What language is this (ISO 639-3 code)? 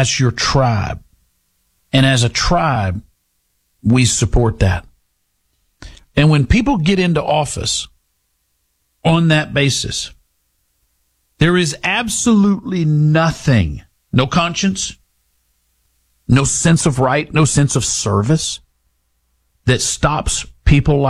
eng